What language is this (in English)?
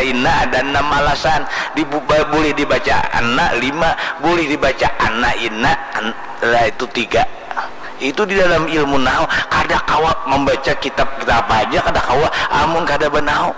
Banjar